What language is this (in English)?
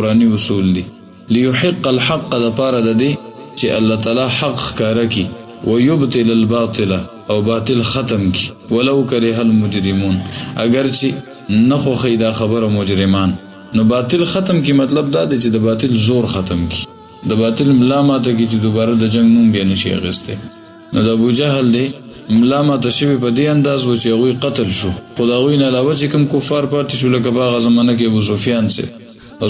Pashto